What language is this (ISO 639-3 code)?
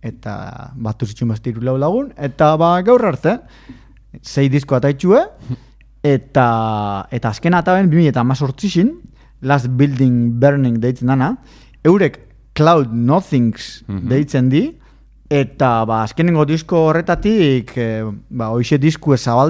eus